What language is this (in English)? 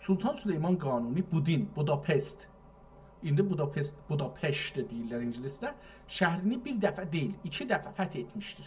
South Azerbaijani